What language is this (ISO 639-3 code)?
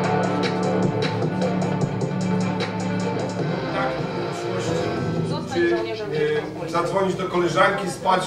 pol